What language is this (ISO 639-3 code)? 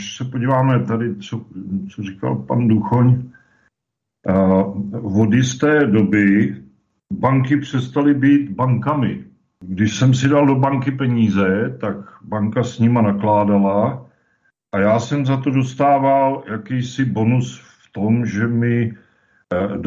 ces